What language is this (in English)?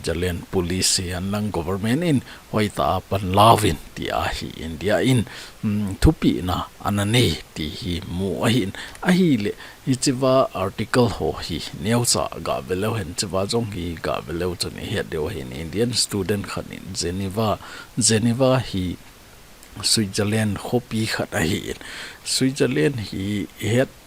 Thado Chin